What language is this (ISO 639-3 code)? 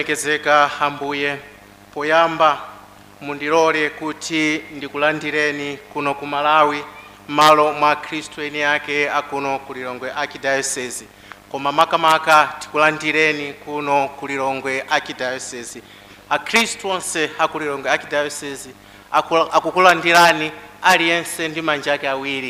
nya